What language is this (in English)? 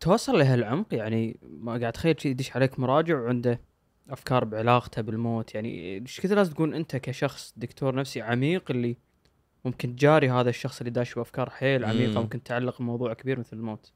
Gulf Arabic